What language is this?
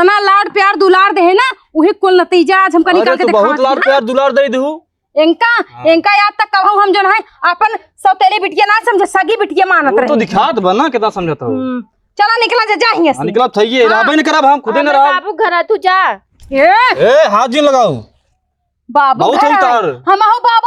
Awadhi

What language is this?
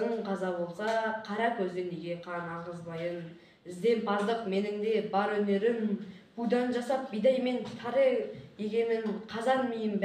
Kazakh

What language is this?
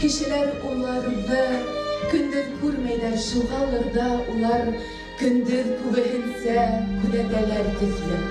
Bashkir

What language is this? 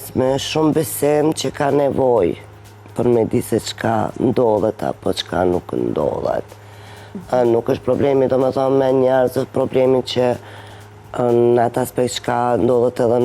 Albanian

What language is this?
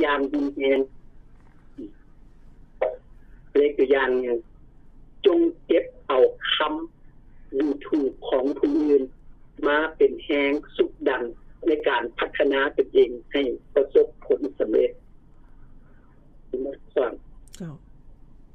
Lao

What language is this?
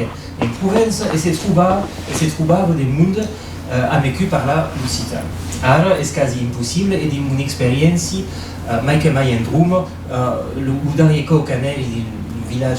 Occitan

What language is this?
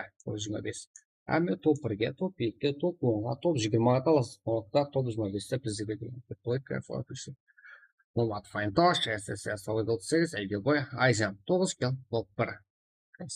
Kara-Kalpak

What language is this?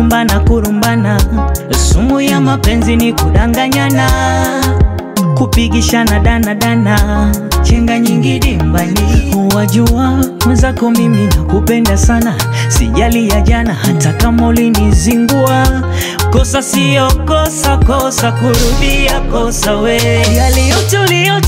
Swahili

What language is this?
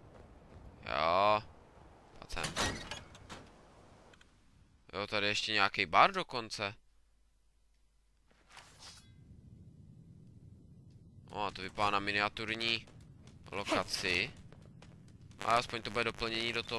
Czech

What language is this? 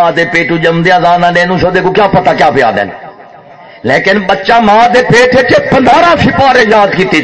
Saraiki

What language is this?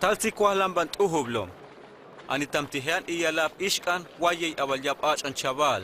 Huastec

